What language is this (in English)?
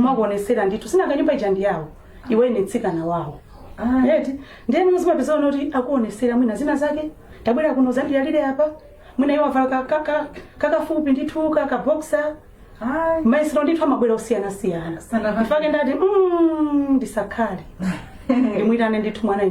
Nyanja